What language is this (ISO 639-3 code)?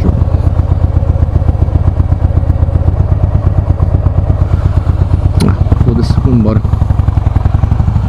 por